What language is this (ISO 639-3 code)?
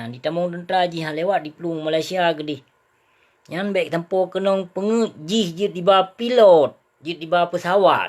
ace